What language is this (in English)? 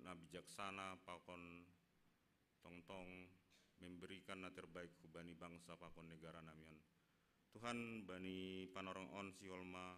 Batak Simalungun